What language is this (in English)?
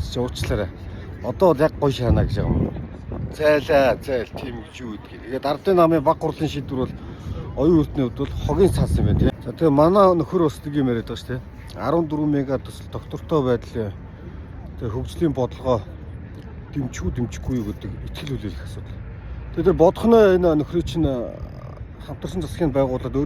Mongolian